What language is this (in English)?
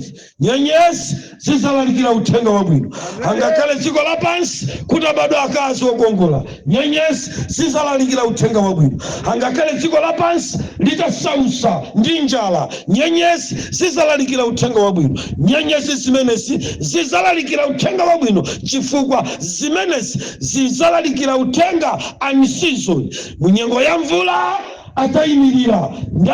Nyanja